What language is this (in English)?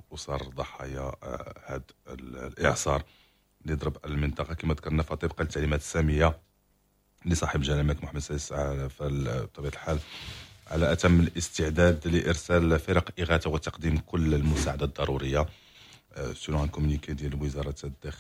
Moroccan Arabic